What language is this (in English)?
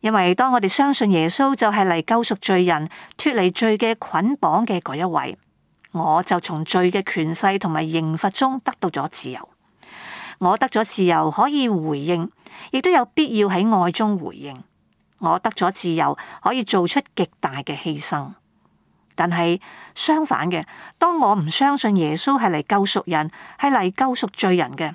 Cantonese